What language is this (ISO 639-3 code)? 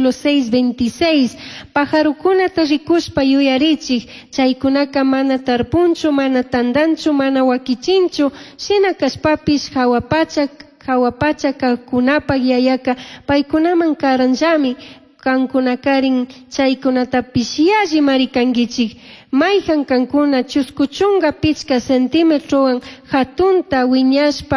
qug